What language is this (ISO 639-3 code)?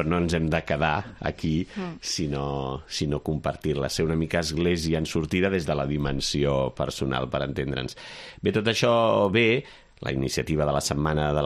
cat